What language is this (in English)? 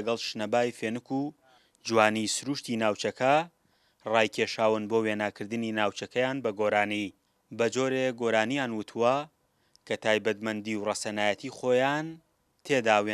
Central Kurdish